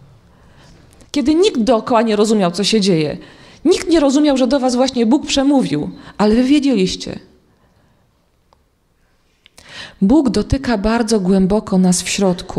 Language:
Polish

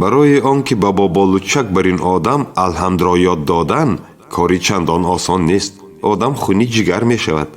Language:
Tajik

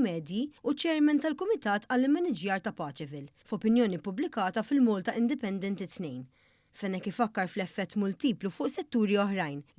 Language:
Maltese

